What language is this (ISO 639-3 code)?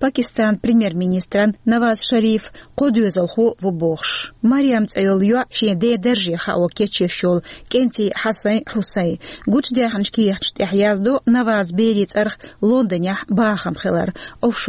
che